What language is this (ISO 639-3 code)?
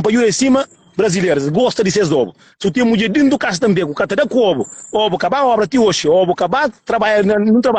kea